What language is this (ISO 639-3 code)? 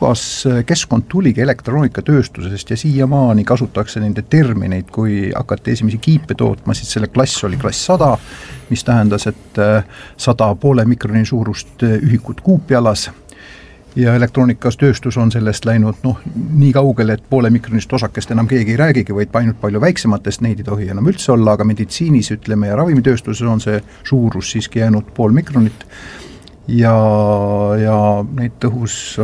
est